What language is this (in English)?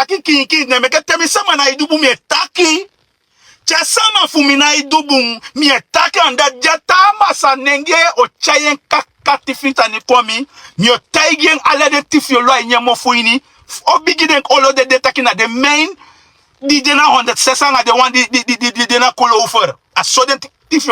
Sranan Tongo